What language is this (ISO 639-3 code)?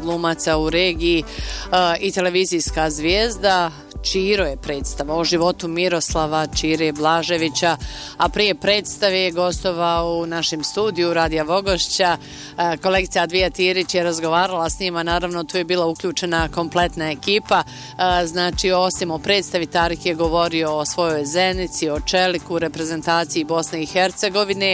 bos